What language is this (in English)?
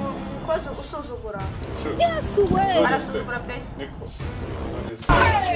Kinyarwanda